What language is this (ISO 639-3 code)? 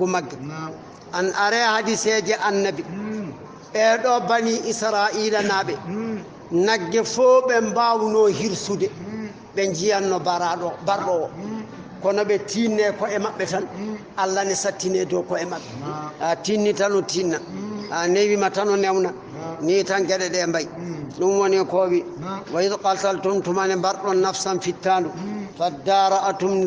ful